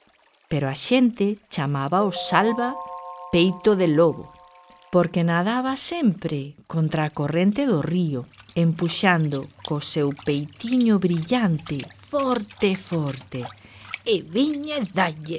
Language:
Galician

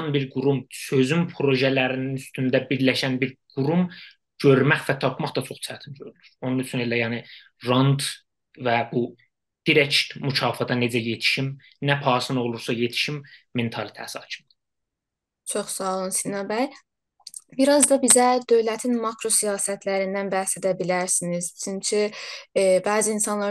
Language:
South Azerbaijani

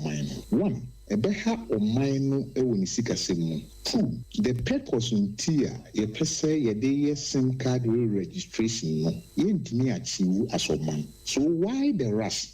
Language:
Akan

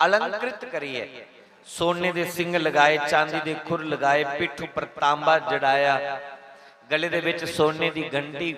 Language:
Dogri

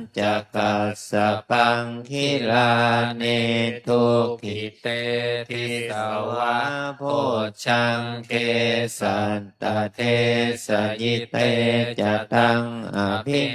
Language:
Pali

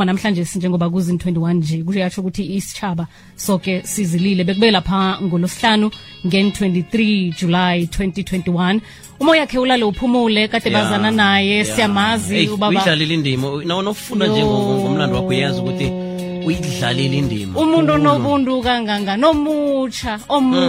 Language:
Xhosa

